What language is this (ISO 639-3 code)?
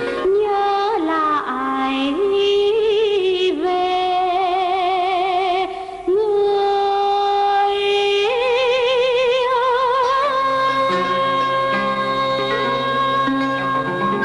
vie